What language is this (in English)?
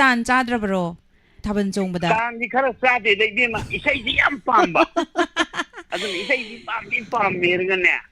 Manipuri